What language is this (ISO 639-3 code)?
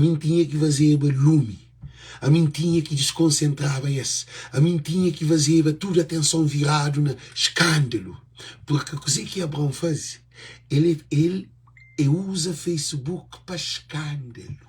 kea